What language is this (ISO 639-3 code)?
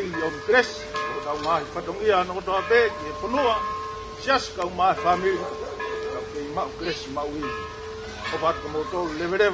ton